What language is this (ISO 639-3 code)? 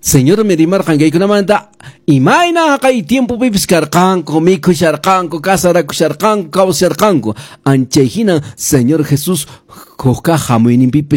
que